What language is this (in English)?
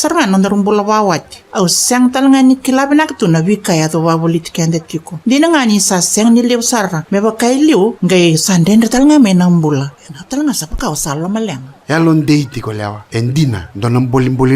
Fijian